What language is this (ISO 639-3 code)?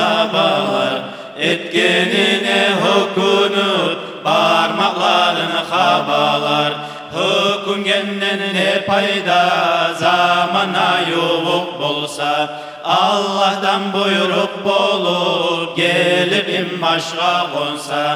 kum